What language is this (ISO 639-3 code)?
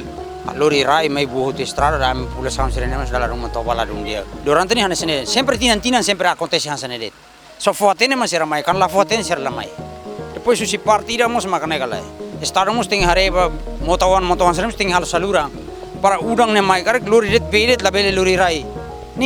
tet